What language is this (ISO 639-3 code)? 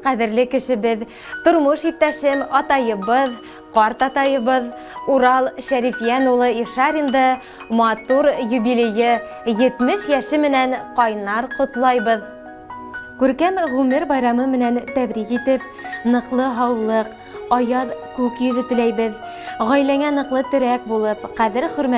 bak